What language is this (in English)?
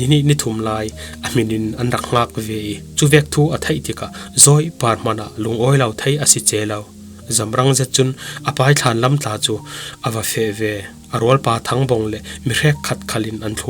Falam Chin